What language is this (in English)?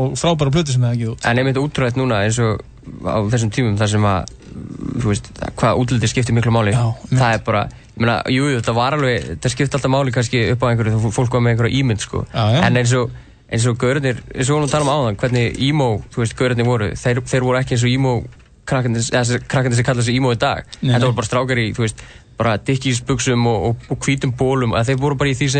Icelandic